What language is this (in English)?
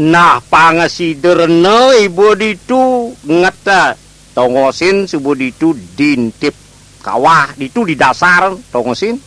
Balinese